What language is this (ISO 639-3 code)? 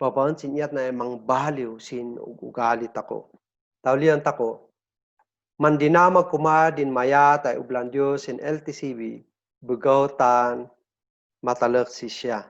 kne